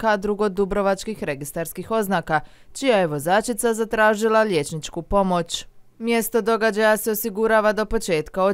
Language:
Croatian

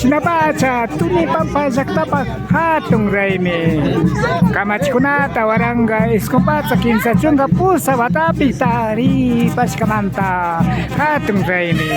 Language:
Imbabura Highland Quichua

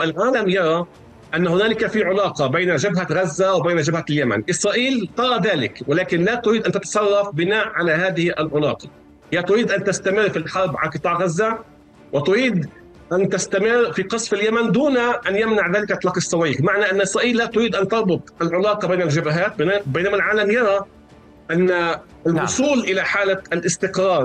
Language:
Arabic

